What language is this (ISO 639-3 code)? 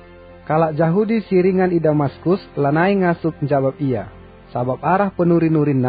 btx